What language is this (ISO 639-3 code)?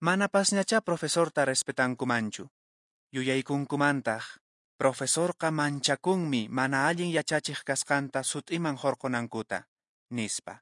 que